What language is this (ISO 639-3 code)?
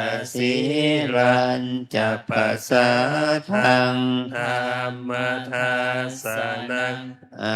pli